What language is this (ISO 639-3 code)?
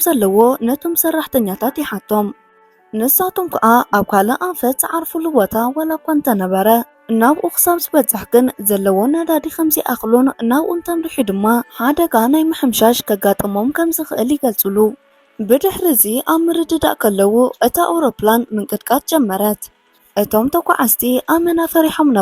tir